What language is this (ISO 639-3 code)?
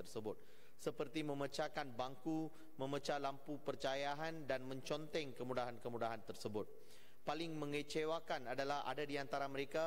msa